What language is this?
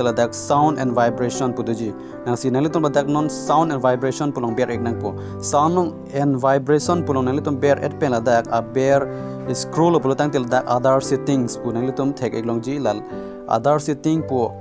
Karbi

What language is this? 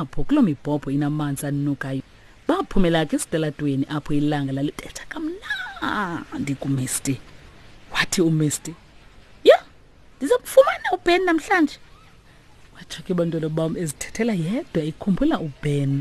Xhosa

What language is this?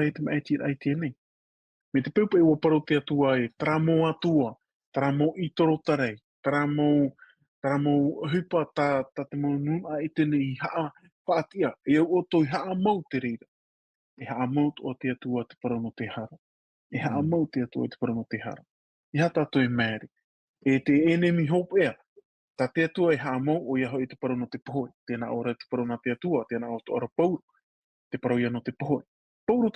Tahitian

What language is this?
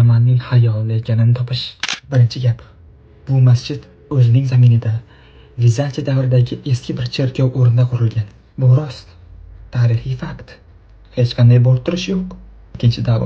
Uzbek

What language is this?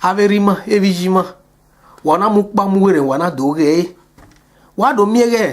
Bini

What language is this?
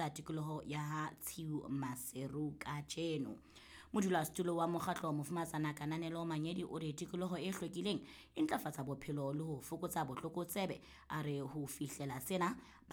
Southern Sotho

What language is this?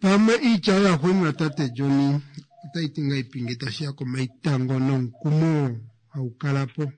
Kuanyama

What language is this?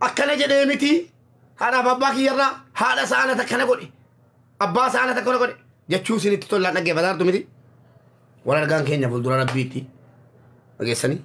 Oromo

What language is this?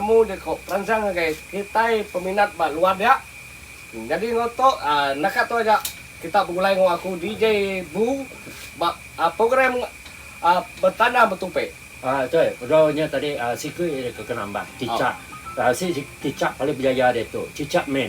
Iban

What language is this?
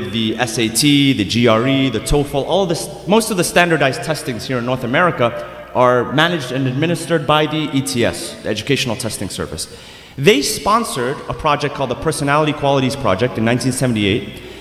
English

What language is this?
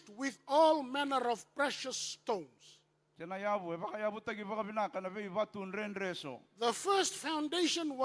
Fijian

